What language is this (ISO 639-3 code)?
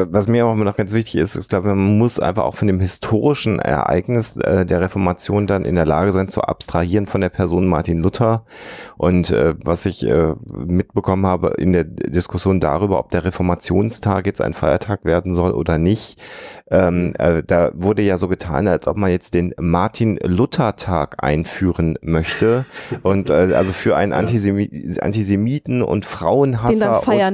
deu